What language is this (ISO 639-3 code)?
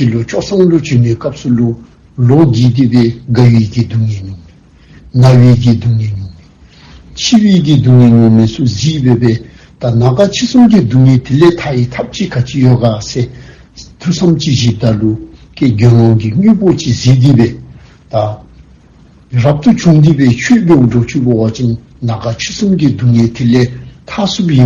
dzo